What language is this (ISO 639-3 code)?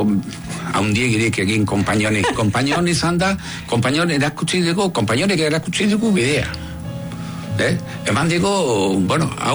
eus